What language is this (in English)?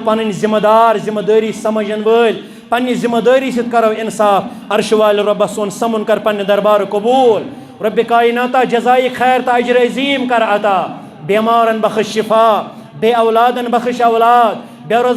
Kashmiri